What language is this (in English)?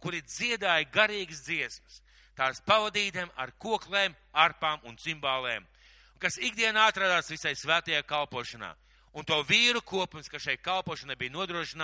Latvian